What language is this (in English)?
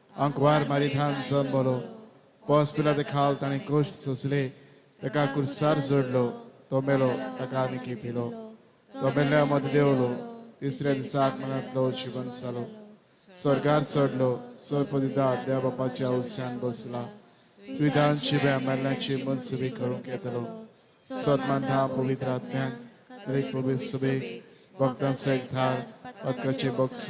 Konkani